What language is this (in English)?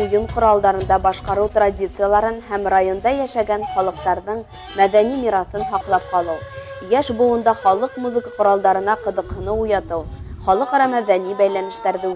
Bashkir